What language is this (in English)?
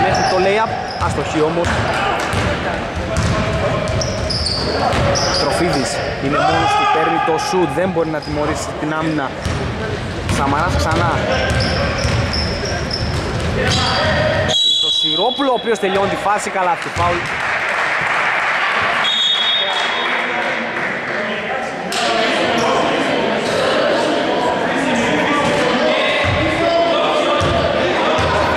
Greek